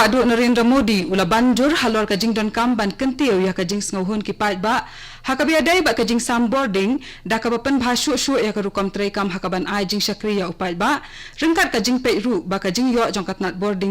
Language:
Khasi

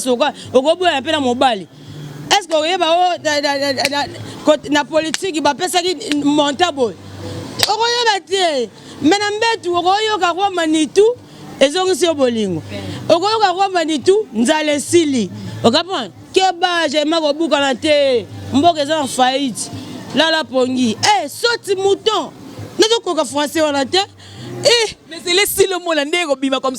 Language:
Lingala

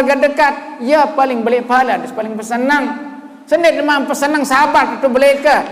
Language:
Sasak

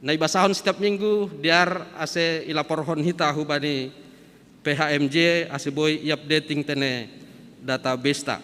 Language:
Batak Simalungun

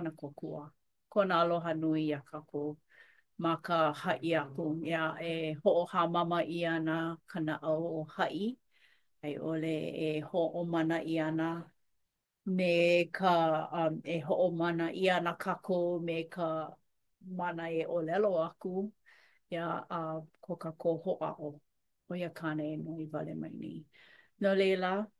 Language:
Hawaiian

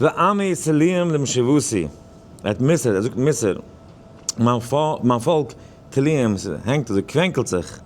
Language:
Yiddish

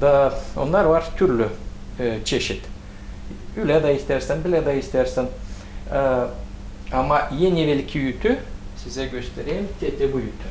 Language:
Gagauz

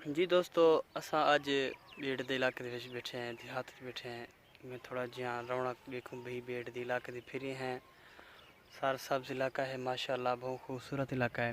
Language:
Saraiki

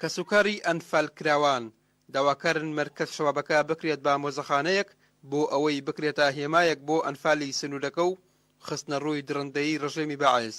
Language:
Central Kurdish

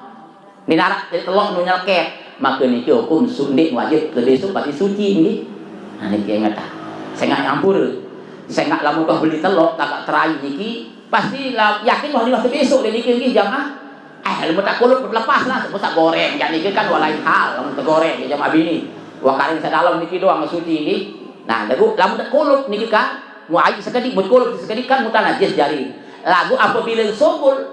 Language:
Sasak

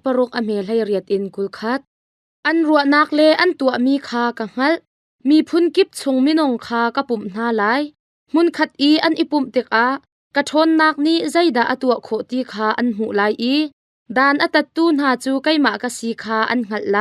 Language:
Hakha Chin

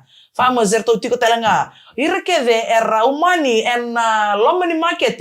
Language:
Fijian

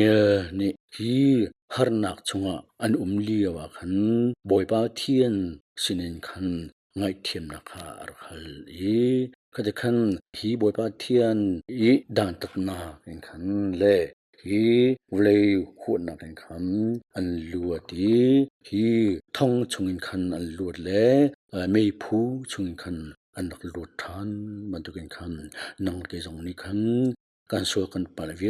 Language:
Hakha Chin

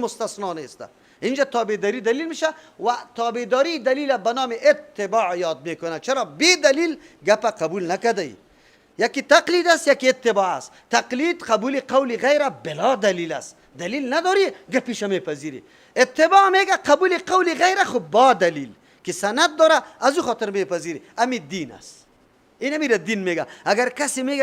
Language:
Persian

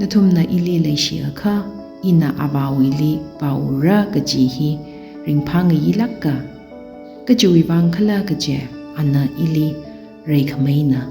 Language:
Tangkhul Naga (India)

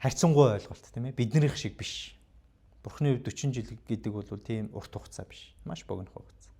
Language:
Mongolian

